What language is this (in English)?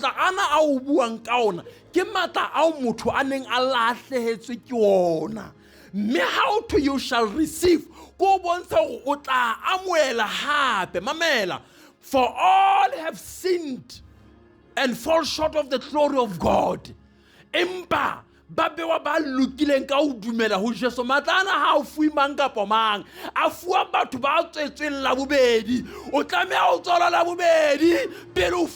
Southern Sotho